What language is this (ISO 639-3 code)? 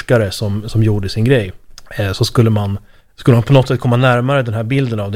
swe